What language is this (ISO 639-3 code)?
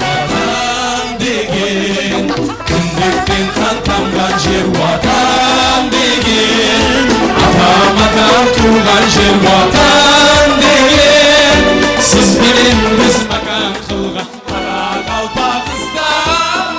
kaa